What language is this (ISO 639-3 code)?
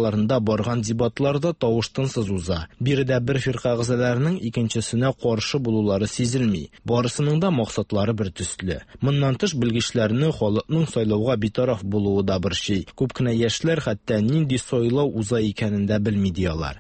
tat